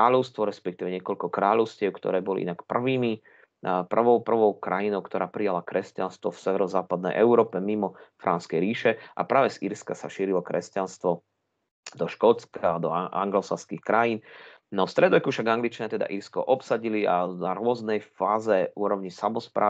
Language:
Slovak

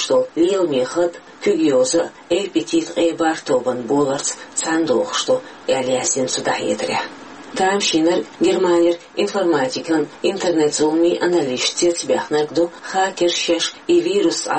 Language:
Chechen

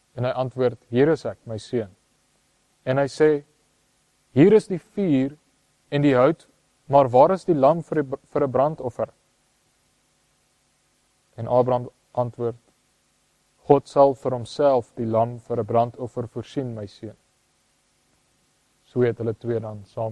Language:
Afrikaans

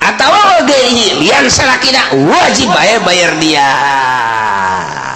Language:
Sundanese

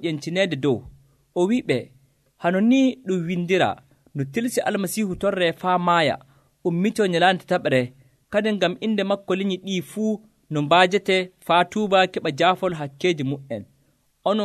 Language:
Nigerian Fulfulde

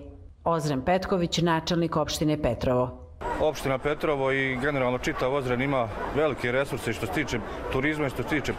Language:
Croatian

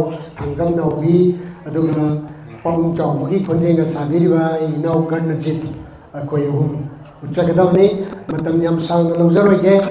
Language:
Manipuri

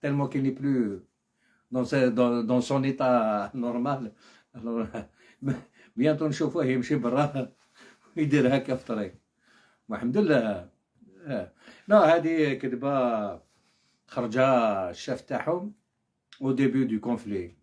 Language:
Algerian Arabic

